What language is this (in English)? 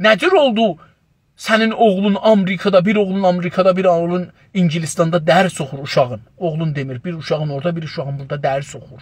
South Azerbaijani